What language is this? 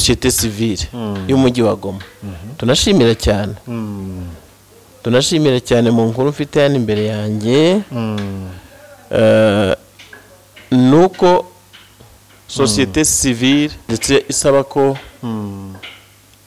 Kinyarwanda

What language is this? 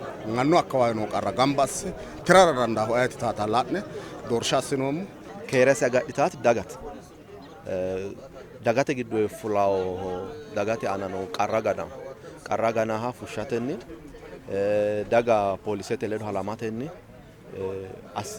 Sidamo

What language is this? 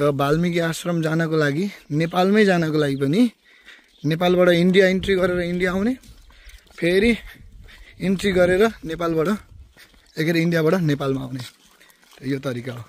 Nepali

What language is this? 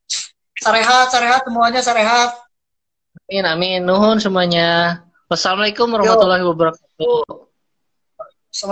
Indonesian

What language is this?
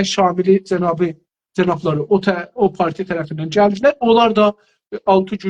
South Azerbaijani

